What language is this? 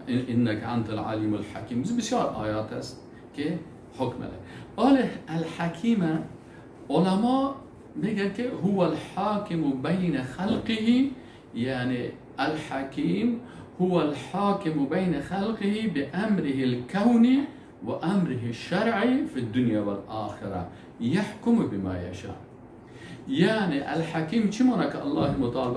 Persian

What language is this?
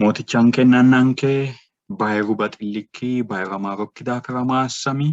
Sidamo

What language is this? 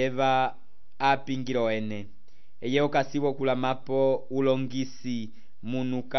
Umbundu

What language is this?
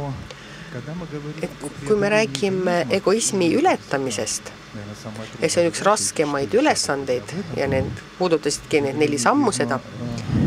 Estonian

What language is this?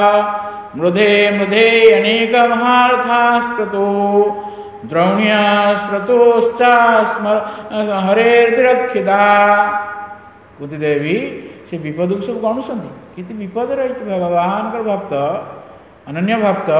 Odia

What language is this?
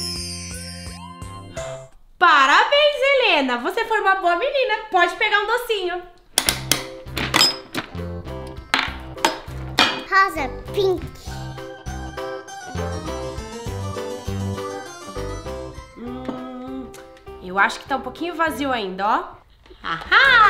Portuguese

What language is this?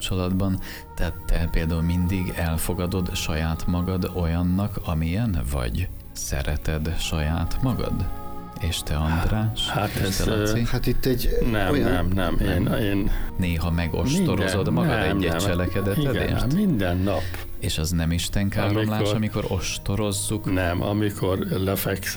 Hungarian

